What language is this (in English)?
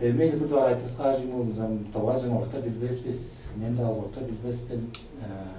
Tuvinian